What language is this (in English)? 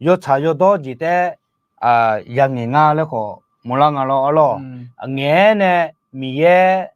Akha